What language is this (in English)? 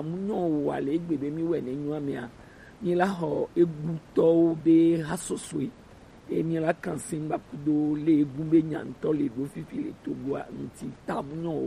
Gen